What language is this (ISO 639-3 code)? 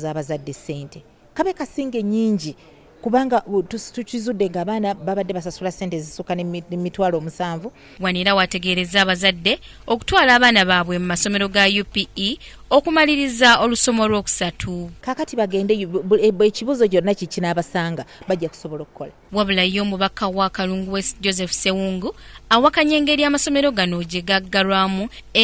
lug